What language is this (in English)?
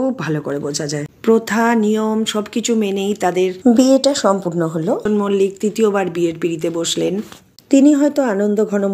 Bangla